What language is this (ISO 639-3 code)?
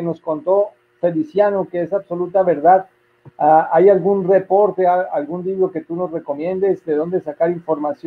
grn